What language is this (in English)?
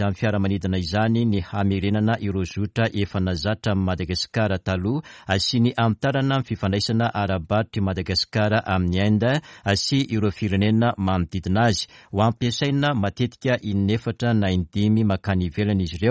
Malagasy